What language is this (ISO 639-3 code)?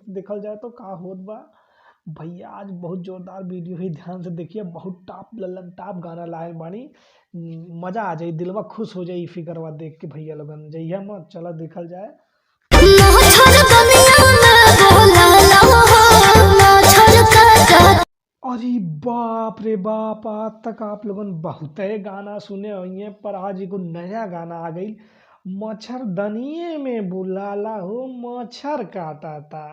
bho